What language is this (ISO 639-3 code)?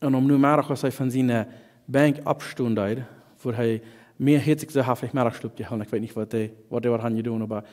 pdt